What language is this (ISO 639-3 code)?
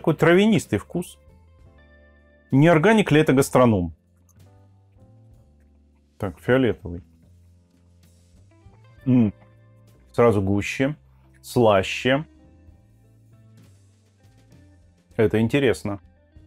rus